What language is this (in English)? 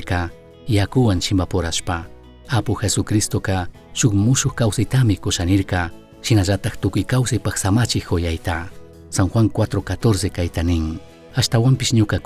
Chimborazo Highland Quichua